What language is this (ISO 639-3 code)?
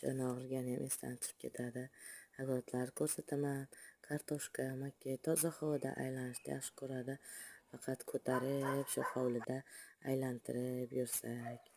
uzb